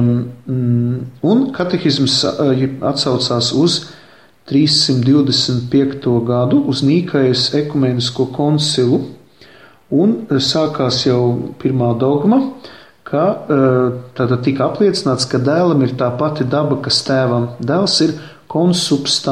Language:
Latvian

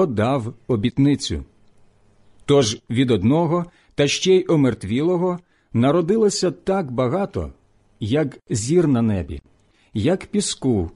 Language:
Ukrainian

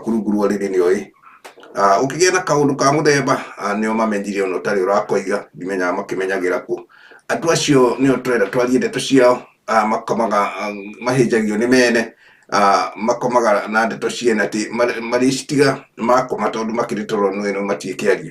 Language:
Kikuyu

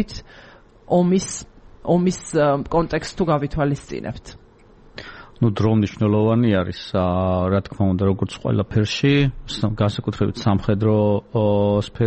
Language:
Georgian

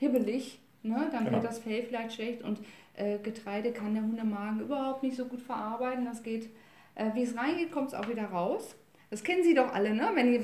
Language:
German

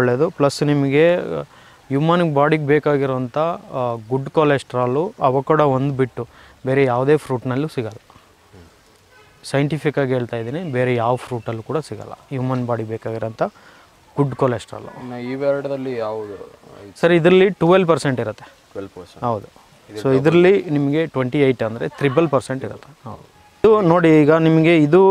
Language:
Kannada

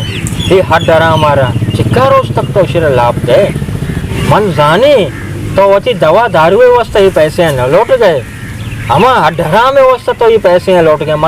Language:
Baluchi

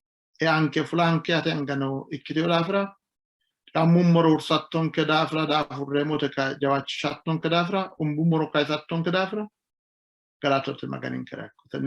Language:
Sidamo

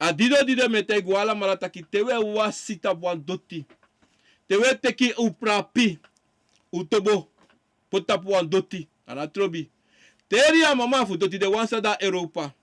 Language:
Sranan Tongo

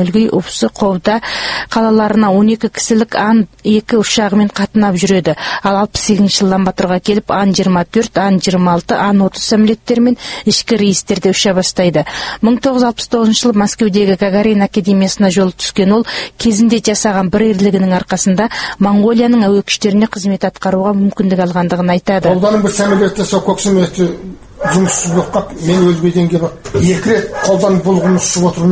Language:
Kazakh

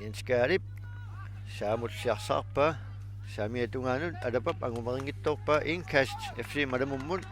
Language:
Kalaallisut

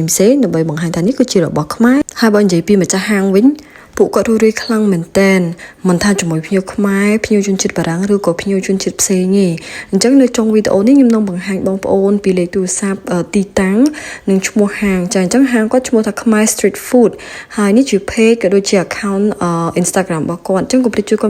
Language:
Khmer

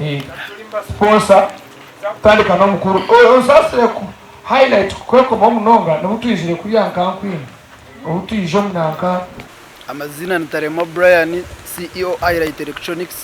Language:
Nyankole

